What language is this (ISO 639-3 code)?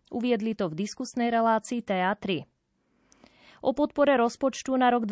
slk